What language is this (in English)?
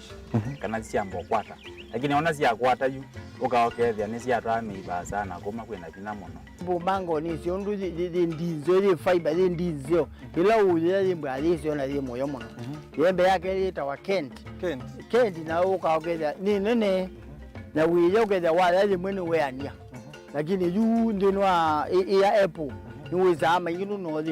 Kamba